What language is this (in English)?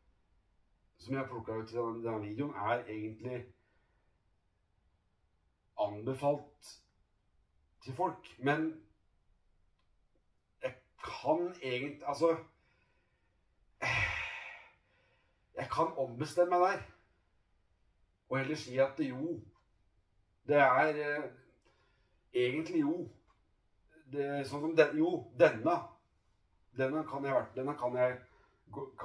Norwegian